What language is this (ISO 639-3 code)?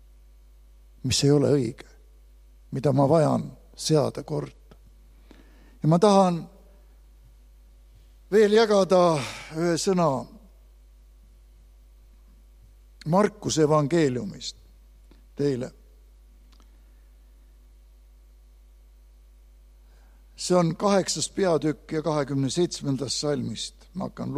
est